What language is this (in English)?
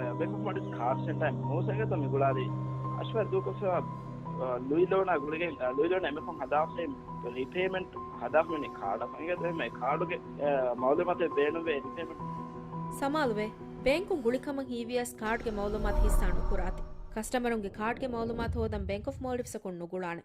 Divehi